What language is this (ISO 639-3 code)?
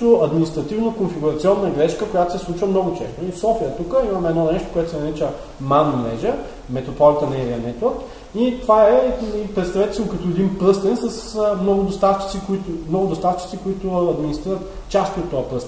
bul